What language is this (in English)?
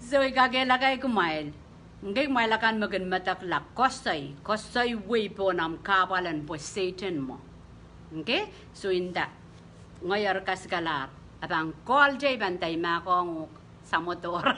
Pohnpeian